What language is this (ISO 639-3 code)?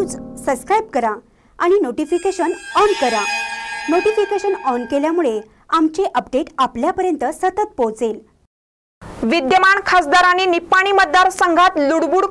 mar